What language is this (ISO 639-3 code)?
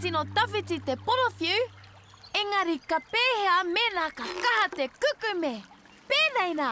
mri